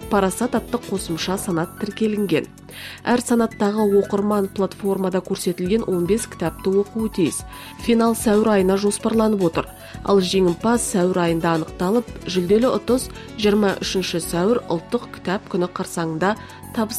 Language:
Kazakh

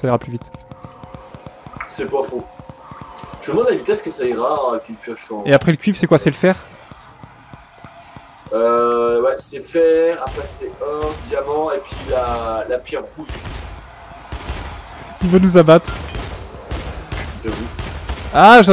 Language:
French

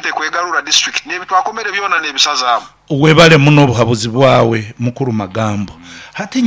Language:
Nyoro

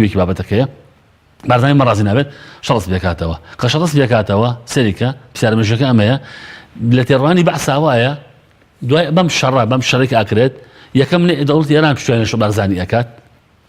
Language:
Central Kurdish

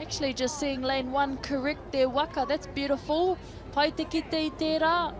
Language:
Māori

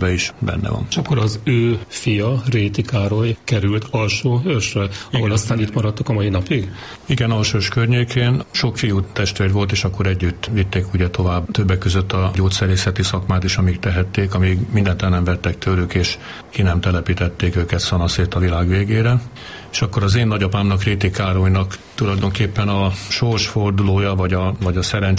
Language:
Hungarian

